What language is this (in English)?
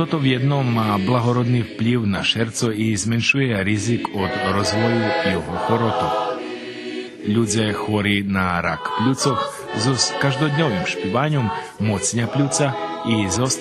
Rusyn